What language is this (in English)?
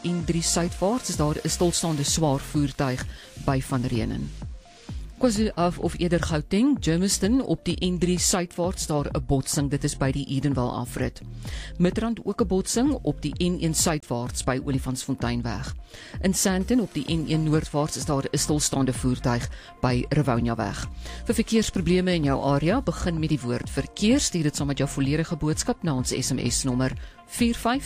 Afrikaans